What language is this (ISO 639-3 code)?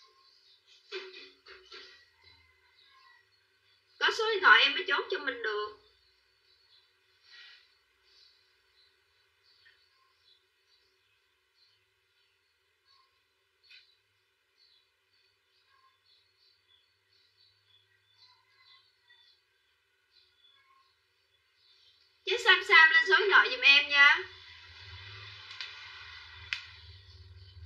vie